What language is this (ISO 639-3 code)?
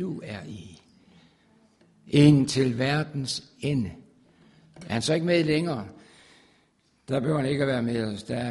dan